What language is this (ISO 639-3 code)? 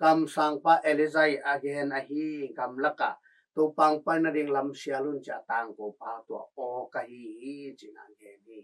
ctd